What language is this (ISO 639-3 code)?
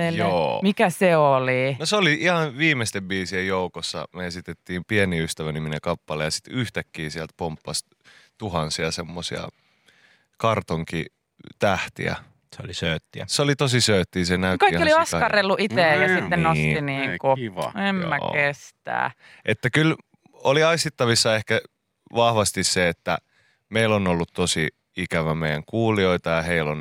fin